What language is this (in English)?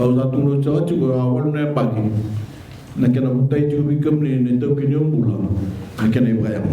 Fijian